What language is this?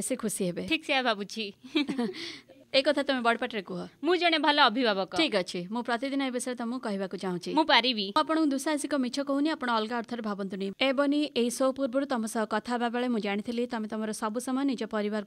Odia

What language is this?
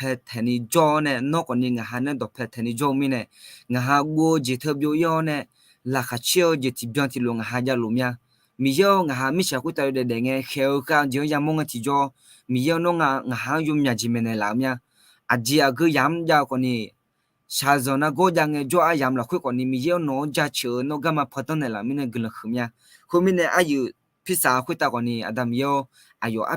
Akha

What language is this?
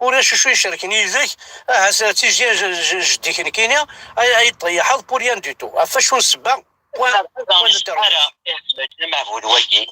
Kabyle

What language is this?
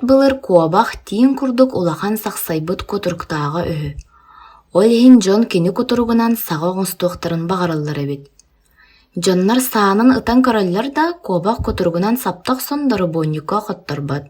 Yakut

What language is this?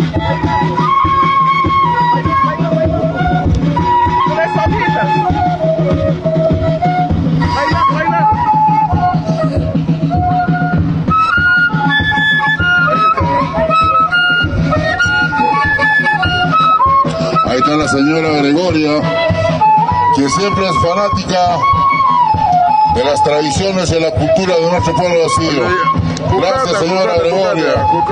Spanish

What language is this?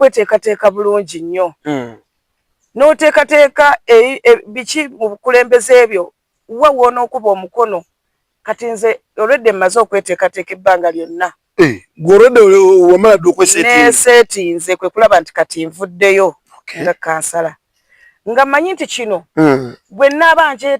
Ganda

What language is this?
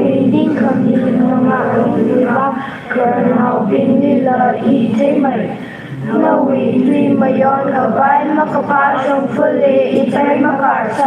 Tangkhul Naga (India)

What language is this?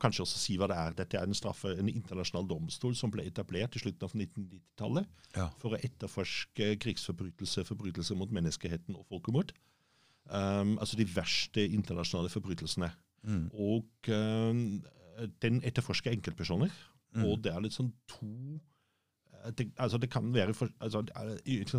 Norwegian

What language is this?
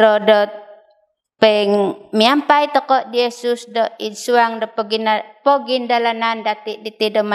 Central Dusun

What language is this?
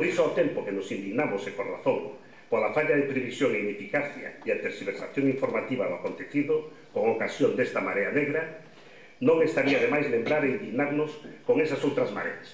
Galician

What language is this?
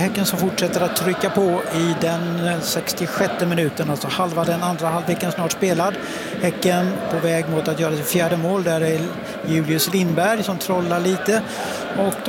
Swedish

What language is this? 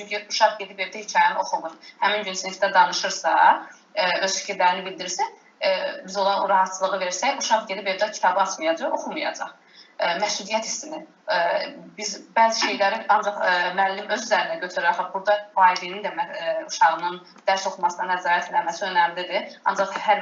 Azerbaijani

